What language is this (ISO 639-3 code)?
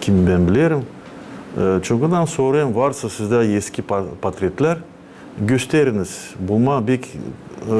gag